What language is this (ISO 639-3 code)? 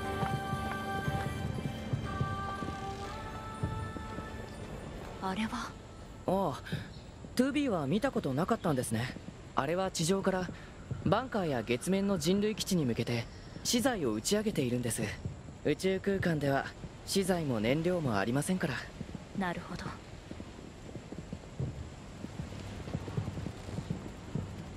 jpn